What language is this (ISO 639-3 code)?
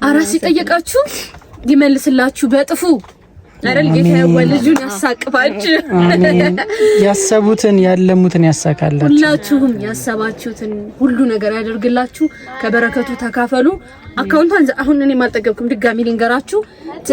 amh